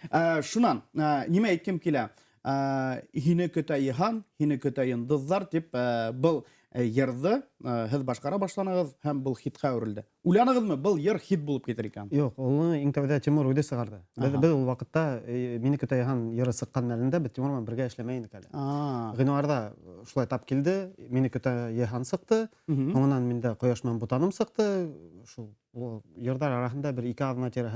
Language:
Bashkir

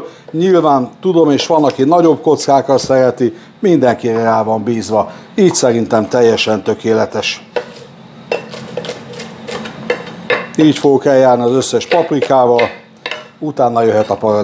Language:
Hungarian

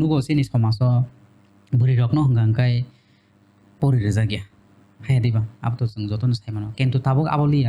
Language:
Kok Borok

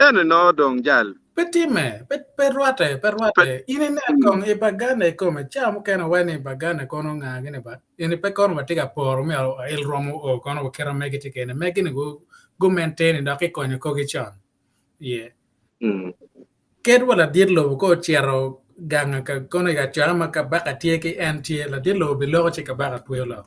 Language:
Acoli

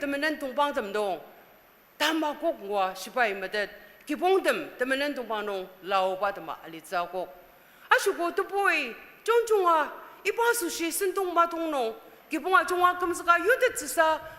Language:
Ao Naga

